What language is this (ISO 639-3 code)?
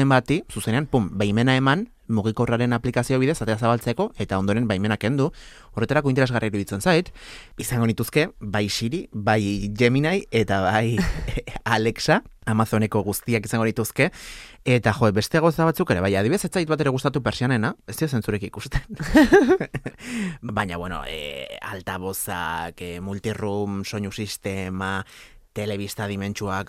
eus